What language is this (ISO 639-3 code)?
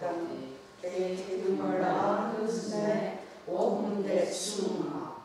moh